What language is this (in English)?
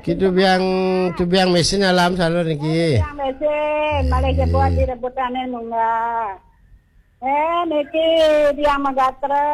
Balinese